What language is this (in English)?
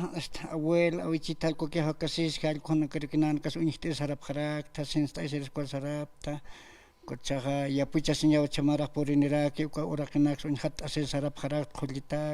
Aymara